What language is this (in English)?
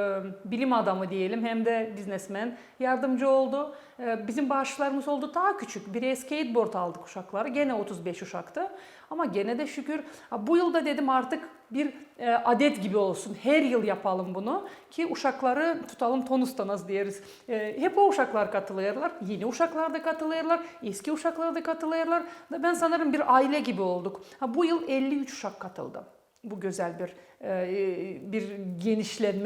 Gagauz